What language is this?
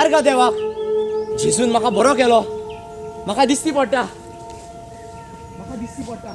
Konkani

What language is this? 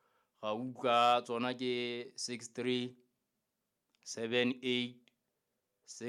Southern Sotho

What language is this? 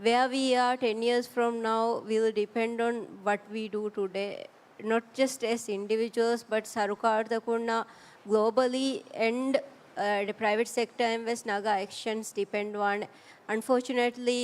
Divehi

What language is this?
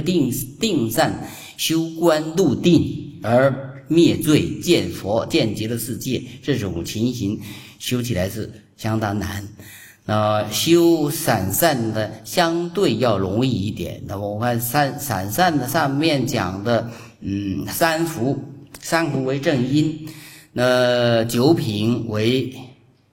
Chinese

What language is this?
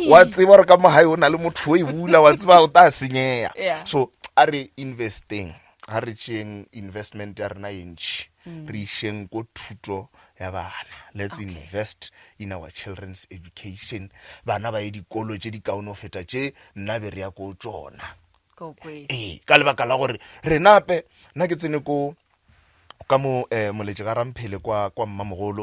Northern Sotho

